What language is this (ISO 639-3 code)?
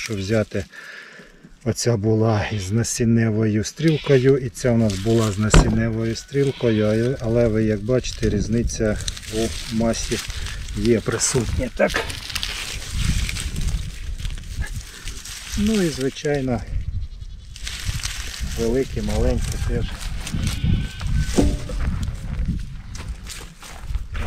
ukr